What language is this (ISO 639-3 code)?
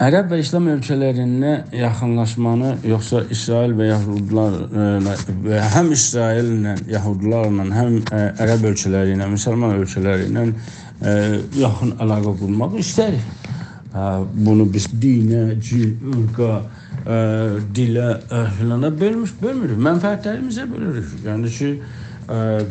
azb